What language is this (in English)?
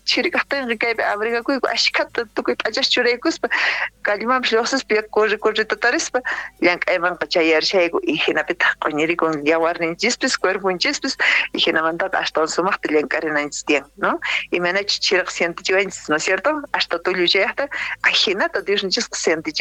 South Bolivian Quechua